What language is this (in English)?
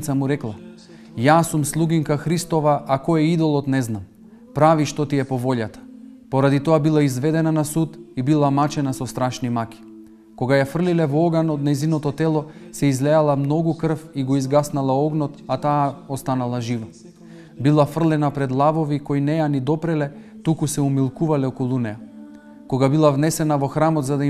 Macedonian